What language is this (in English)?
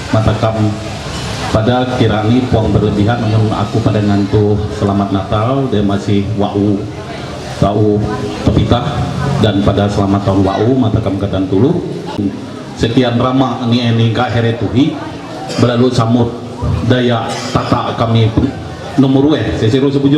Ma'anyan